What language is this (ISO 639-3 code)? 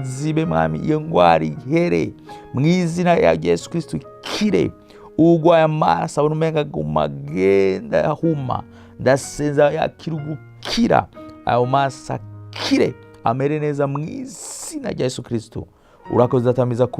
run